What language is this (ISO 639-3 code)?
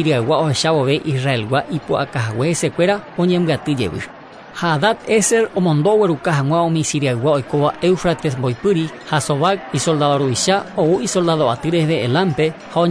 grn